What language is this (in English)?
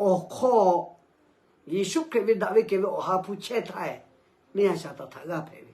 Lahu